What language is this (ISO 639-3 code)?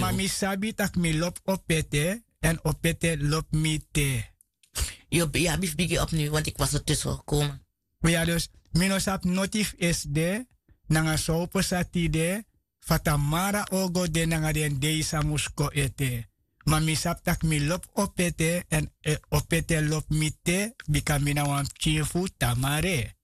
srn